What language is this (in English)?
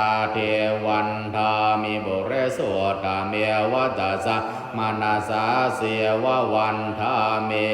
Pali